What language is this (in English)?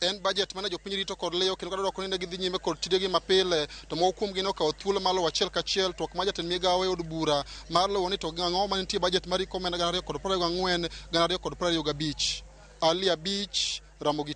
Luo (Kenya and Tanzania)